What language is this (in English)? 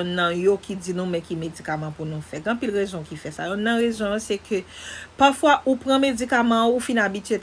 Haitian Creole